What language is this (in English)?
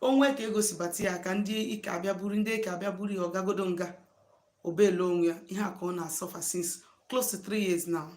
Igbo